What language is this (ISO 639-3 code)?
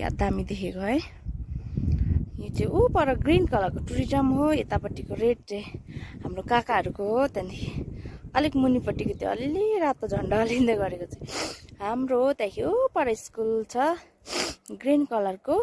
nep